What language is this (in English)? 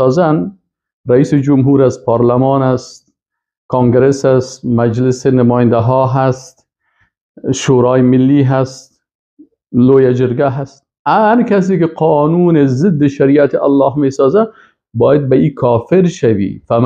Persian